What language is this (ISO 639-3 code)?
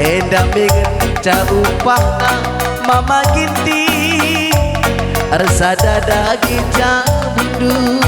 btx